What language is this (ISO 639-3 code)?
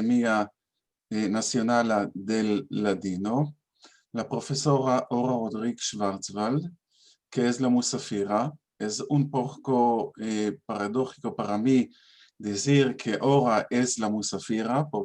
lad